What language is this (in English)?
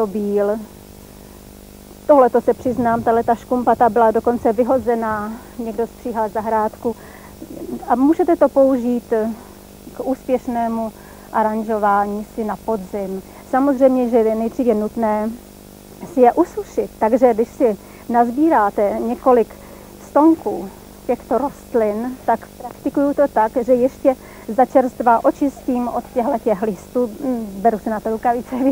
Czech